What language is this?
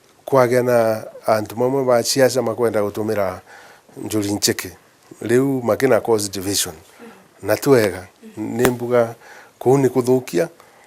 Meru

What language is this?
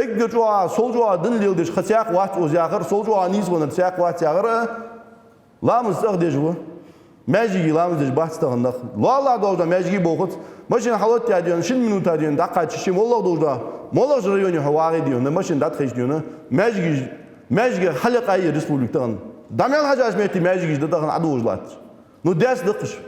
Ingush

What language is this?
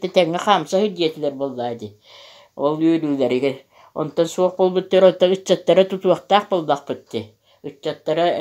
Yakut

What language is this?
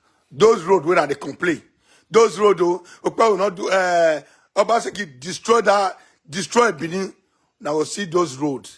Nigerian Pidgin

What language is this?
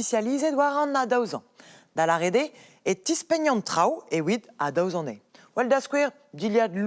Breton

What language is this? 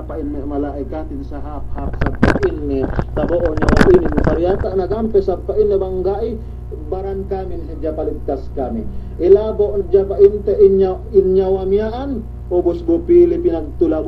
Yakan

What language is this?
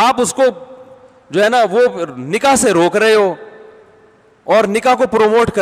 Urdu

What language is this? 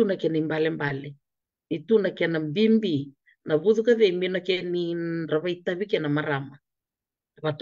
Fijian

